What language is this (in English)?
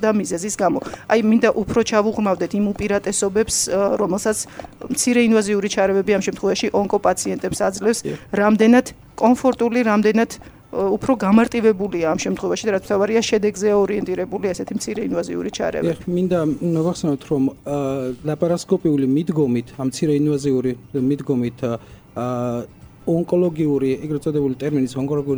Georgian